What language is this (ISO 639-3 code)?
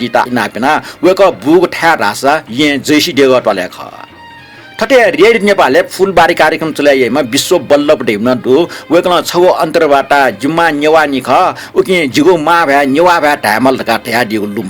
new